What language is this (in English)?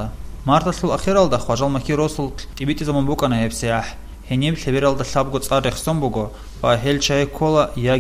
Avaric